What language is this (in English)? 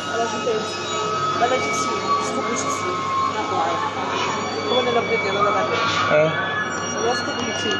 Venda